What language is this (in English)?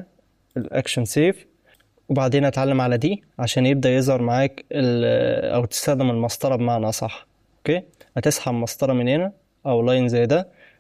Egyptian Arabic